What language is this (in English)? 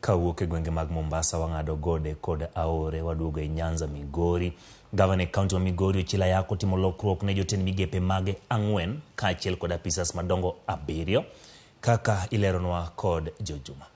Luo (Kenya and Tanzania)